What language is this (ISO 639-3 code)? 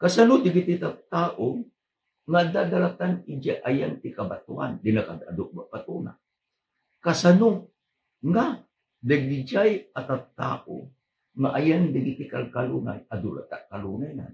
ilo